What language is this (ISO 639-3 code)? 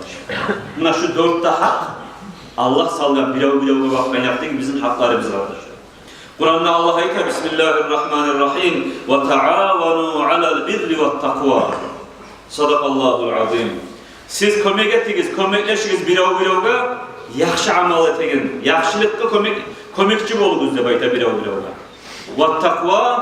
kum